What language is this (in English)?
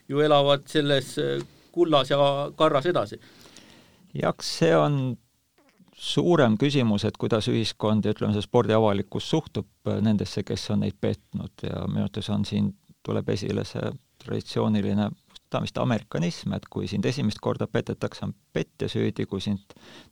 Estonian